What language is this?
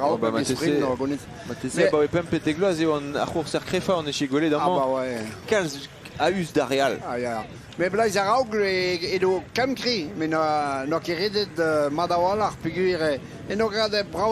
Breton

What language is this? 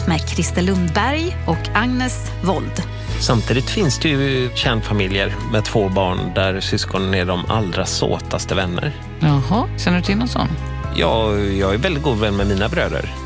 Swedish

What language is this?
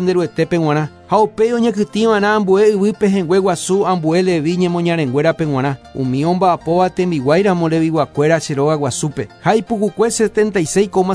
Guarani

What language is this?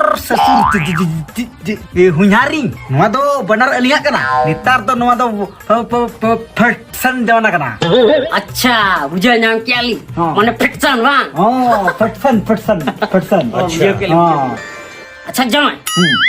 Santali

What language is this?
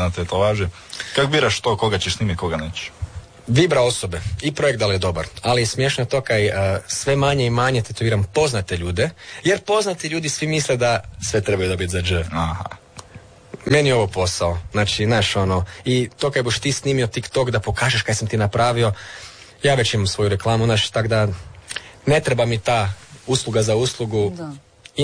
Croatian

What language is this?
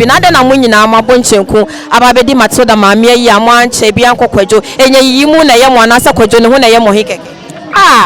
Akan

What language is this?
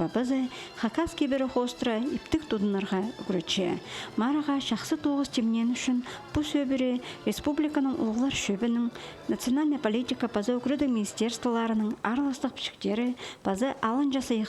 Khakas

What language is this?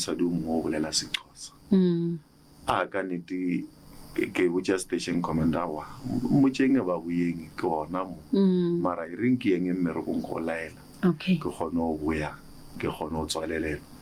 Northern Sotho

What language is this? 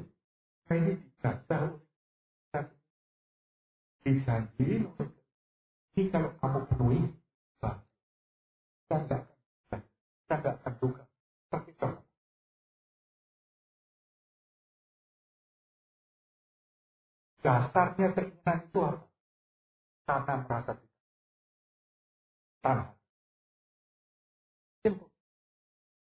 Indonesian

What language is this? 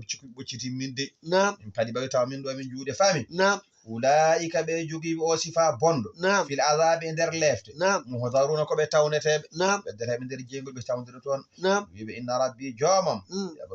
Fula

